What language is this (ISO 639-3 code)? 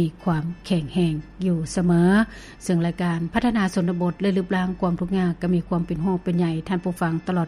lao